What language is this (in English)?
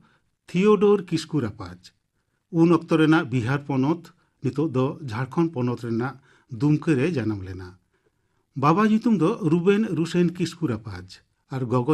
Santali